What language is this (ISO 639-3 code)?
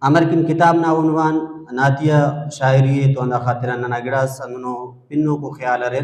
brh